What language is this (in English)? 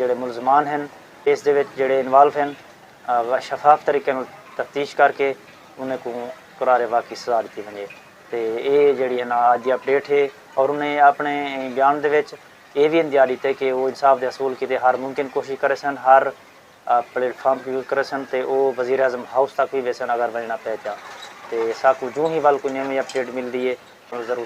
Saraiki